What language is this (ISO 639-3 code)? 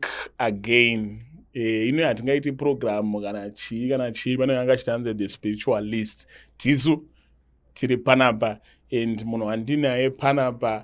sna